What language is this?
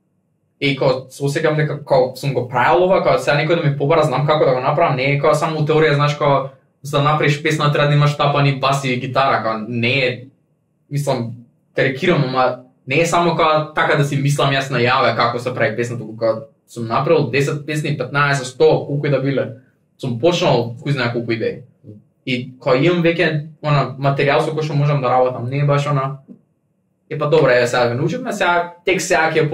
Macedonian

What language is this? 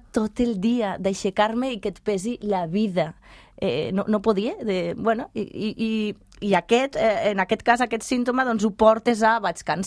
Catalan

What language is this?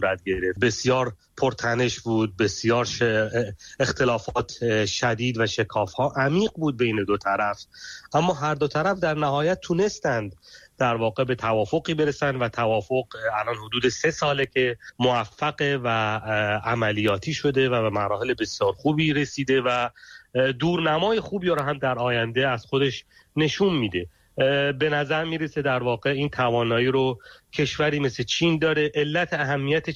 Persian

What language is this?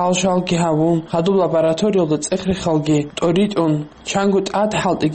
Avaric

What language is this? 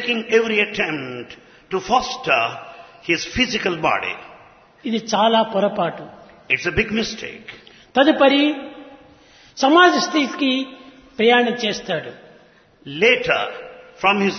Telugu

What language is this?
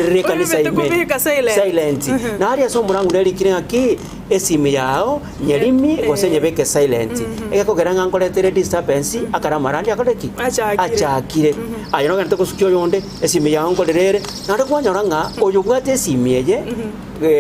Gusii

